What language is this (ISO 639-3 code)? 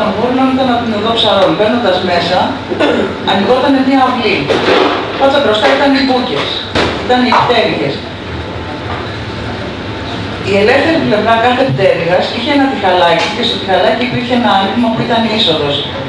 ell